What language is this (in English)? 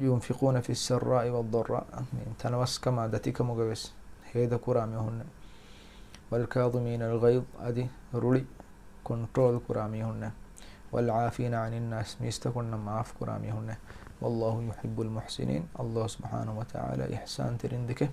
Divehi